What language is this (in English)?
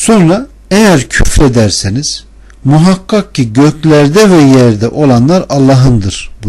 Turkish